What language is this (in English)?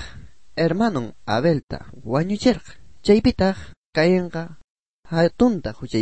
South Bolivian Quechua